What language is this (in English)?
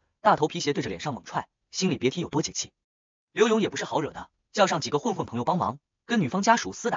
Chinese